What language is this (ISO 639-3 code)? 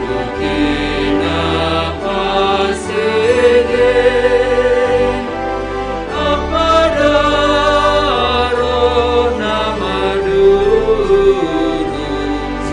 bts